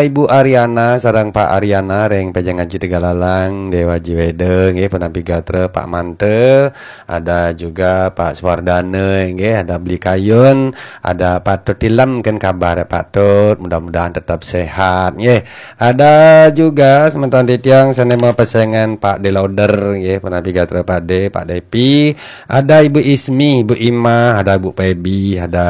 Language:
Balinese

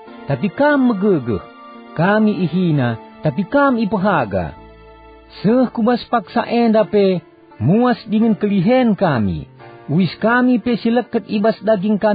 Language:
Batak Karo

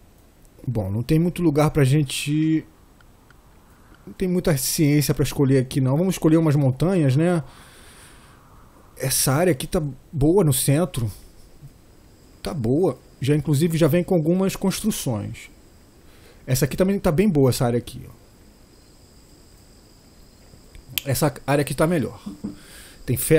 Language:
Portuguese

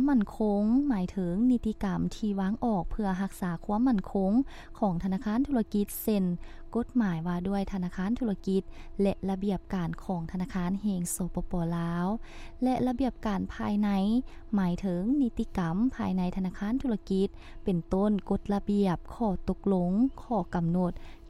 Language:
Lao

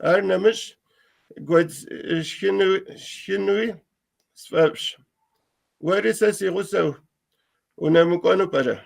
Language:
Kabardian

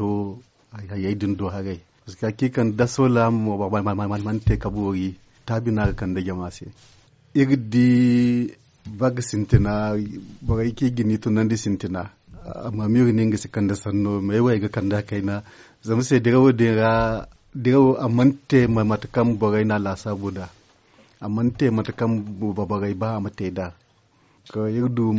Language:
Zarma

